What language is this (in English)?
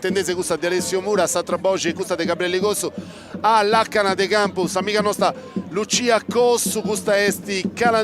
Sardinian